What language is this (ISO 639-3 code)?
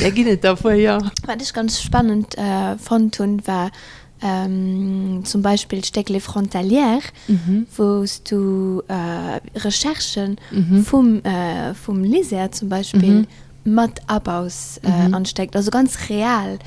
ltz